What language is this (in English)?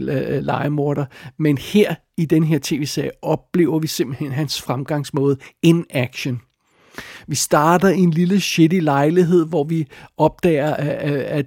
Danish